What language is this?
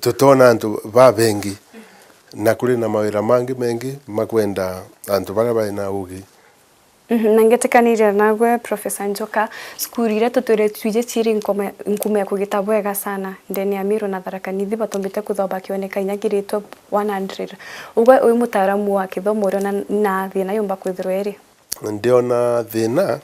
Meru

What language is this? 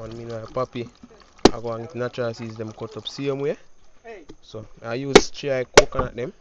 Jamaican Creole English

